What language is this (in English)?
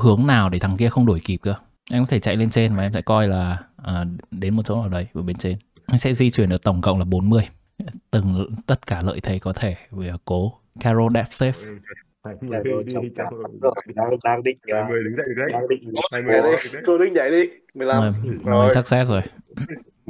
Vietnamese